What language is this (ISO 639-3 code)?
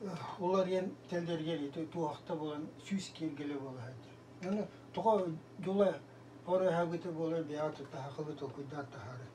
sah